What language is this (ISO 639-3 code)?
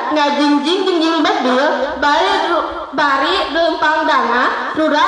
sun